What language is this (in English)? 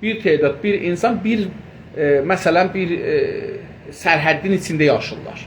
South Azerbaijani